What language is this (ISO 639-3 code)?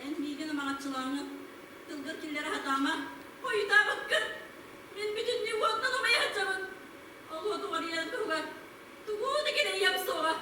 sah